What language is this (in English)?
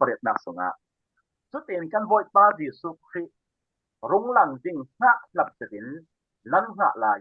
Falam Chin